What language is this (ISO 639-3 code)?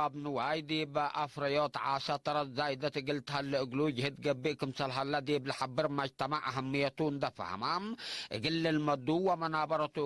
tig